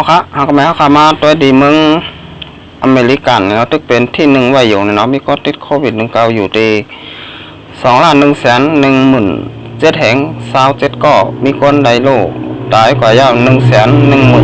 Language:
Shan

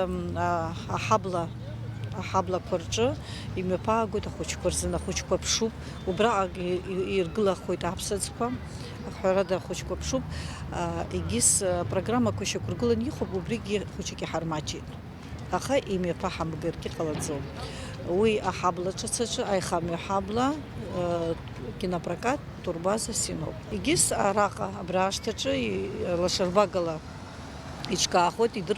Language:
Abkhazian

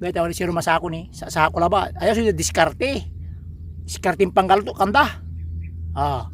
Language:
Pangasinan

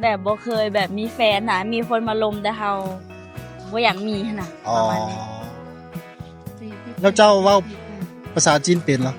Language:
Lao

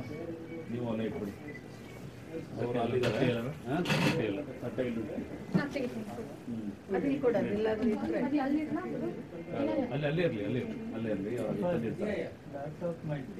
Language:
Kannada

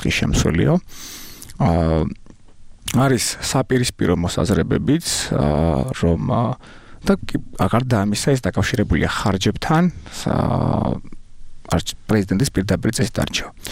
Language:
Georgian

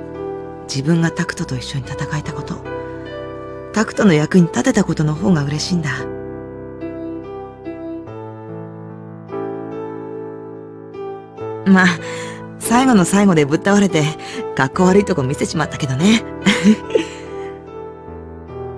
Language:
Japanese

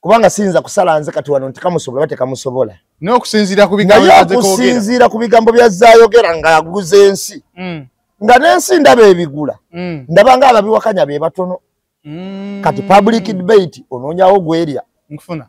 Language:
Ganda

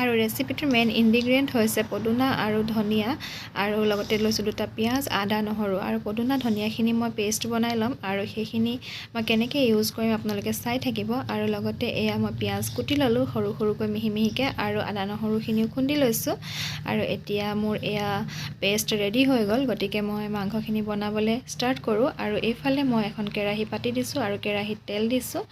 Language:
Assamese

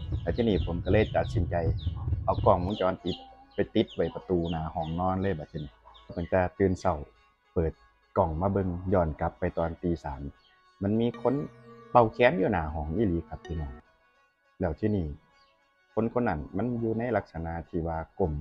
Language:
Northeastern Thai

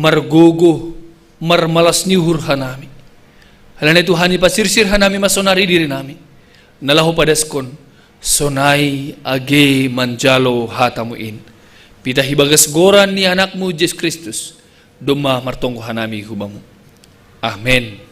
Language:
Batak Simalungun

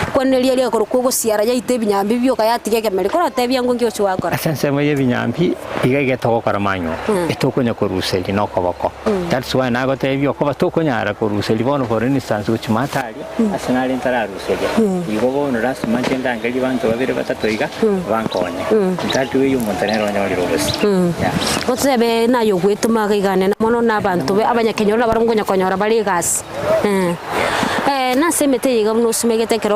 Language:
Gusii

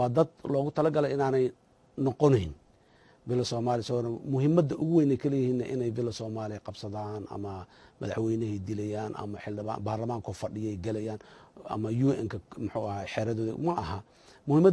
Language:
Somali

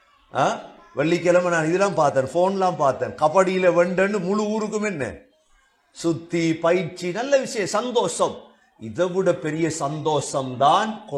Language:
Tamil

